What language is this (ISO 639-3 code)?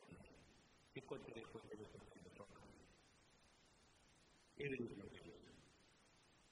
guj